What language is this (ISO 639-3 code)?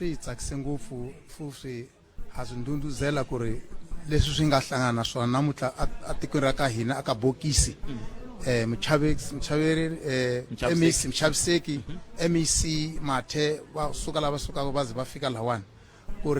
tso